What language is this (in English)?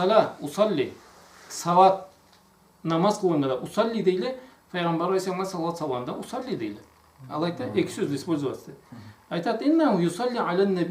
Karachay-Balkar